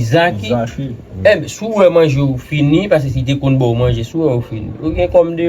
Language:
Haitian Creole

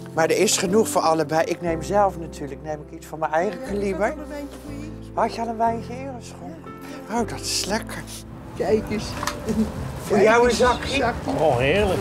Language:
Dutch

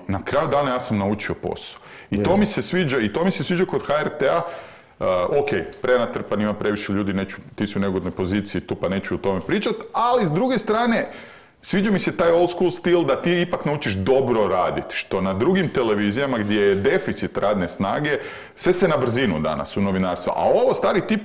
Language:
Croatian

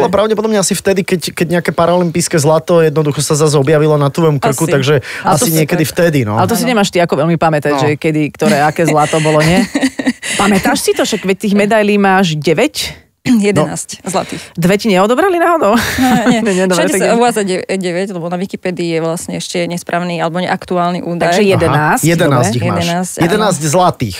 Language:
Slovak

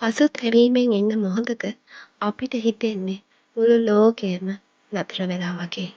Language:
Sinhala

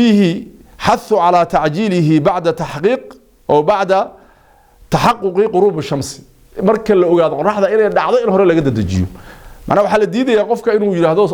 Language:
Somali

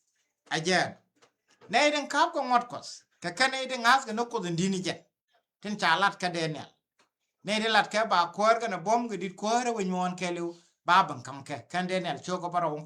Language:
Nuer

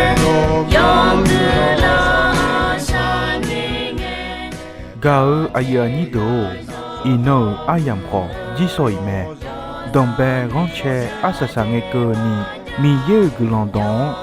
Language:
Akha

